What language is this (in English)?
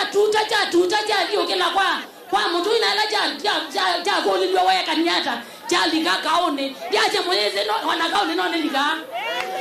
Kamba